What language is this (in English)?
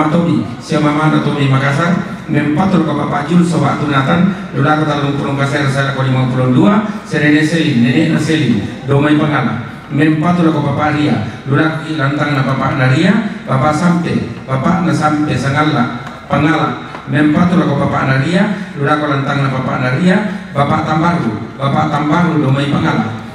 Toraja-Sa'dan